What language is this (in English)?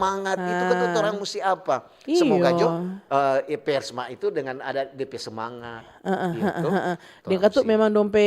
Manado Malay